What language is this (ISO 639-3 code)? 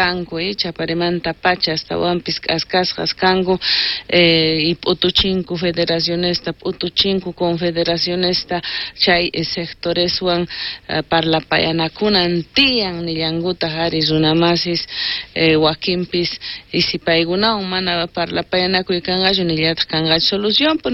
quh